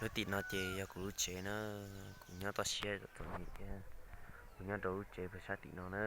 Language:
Hmong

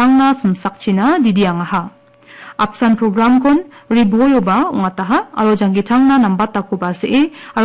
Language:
Garo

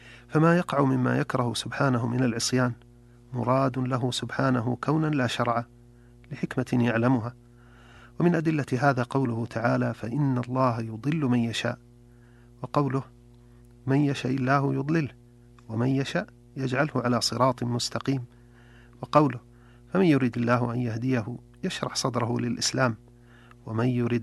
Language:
Arabic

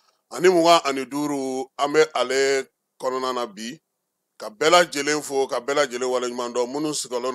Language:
Bambara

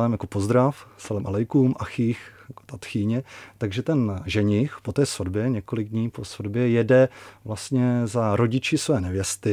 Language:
Czech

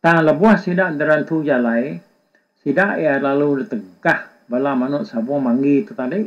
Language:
Iban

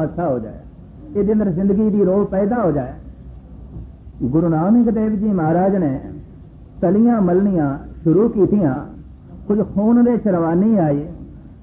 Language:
Punjabi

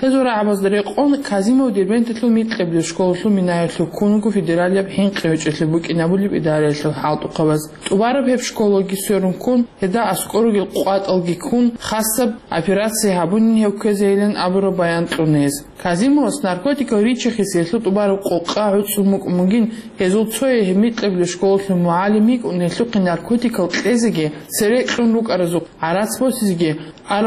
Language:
Avaric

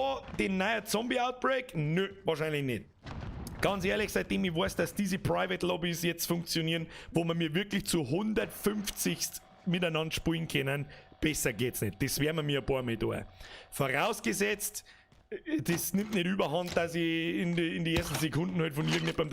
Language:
Bavarian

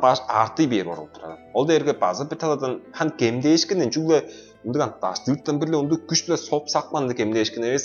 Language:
Tuvinian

